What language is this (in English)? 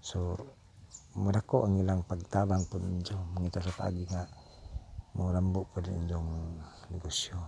Cebuano